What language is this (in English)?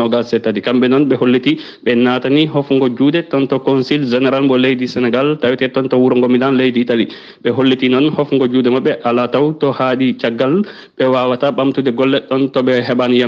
Fula